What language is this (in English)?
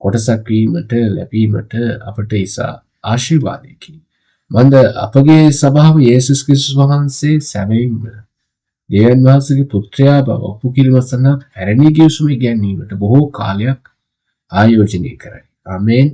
Sinhala